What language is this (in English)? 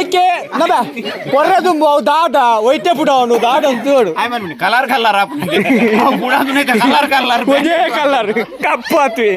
Tulu